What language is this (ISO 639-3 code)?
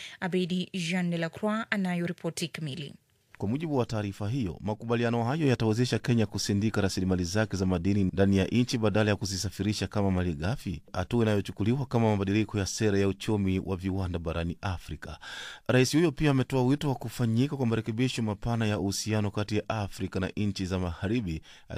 swa